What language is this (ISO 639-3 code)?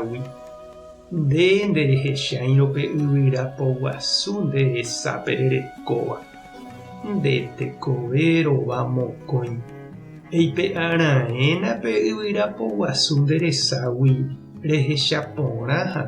grn